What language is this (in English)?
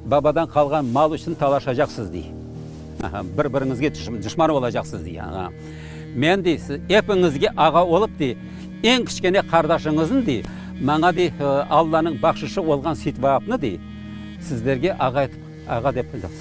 Crimean Tatar